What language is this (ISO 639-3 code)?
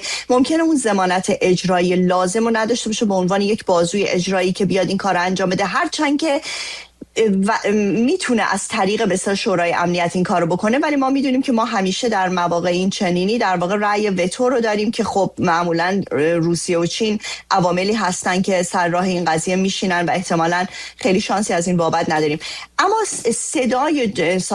fas